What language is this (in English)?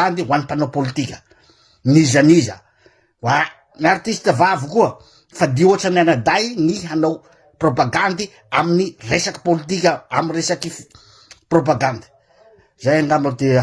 Malagasy